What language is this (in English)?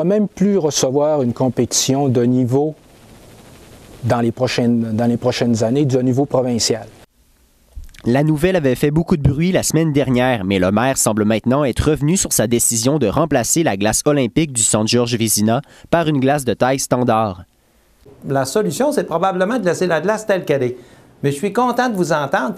French